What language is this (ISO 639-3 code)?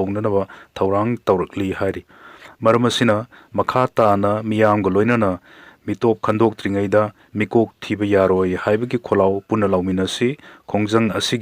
mni